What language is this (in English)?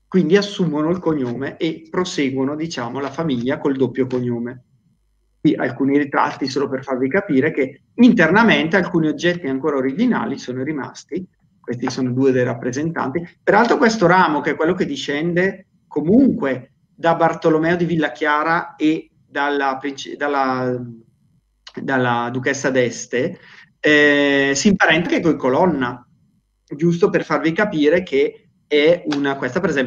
Italian